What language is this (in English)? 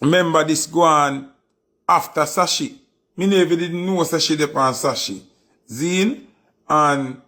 Jamaican Creole English